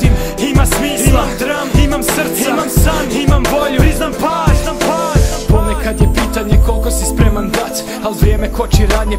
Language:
Croatian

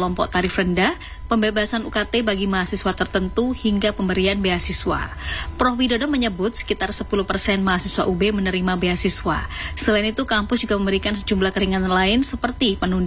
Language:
Indonesian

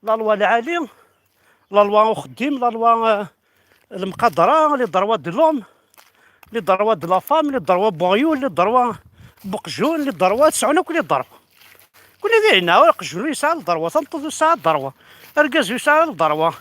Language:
Kabyle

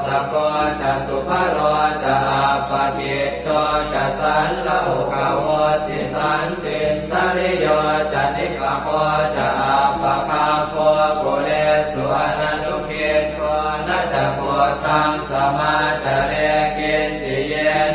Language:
Pali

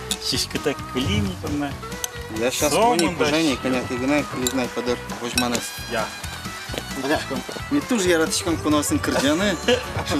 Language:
Udmurt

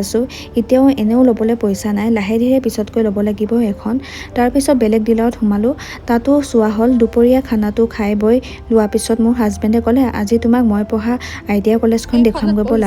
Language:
Assamese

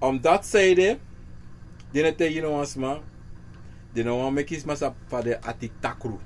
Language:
Sranan Tongo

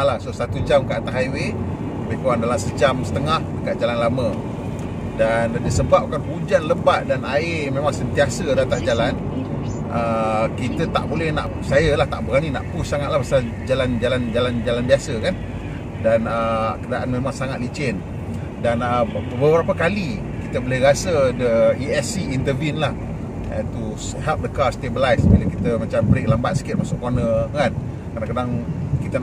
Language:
Malay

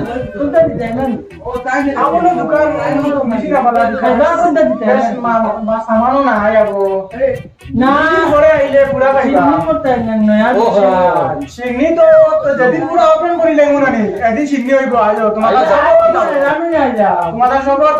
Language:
Sylheti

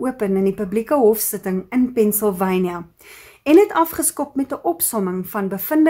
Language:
Afrikaans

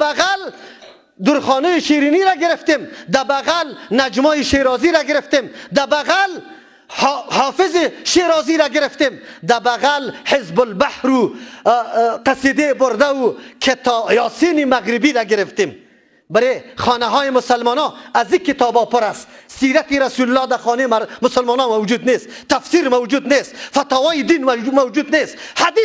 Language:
Persian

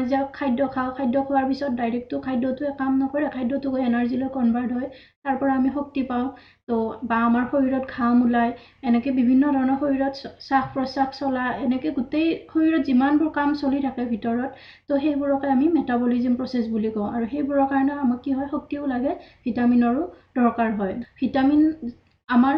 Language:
Assamese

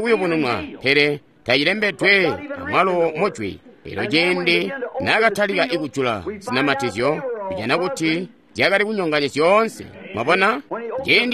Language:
Tonga (Zambia)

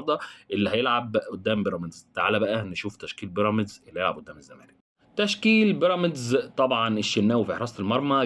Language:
Egyptian Arabic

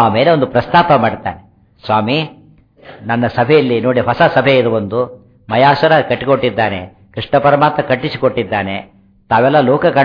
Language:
Kannada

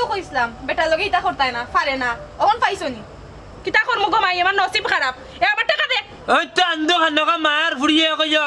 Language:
Sylheti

